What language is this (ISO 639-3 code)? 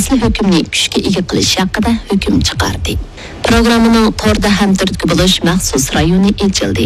uig